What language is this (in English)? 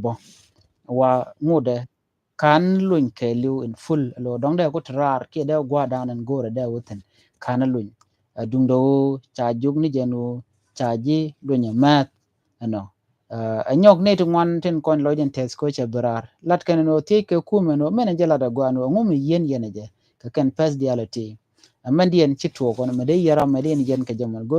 Nuer